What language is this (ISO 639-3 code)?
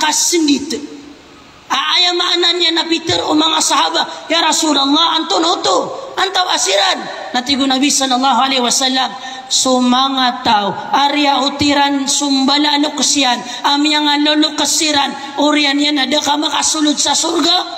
mrw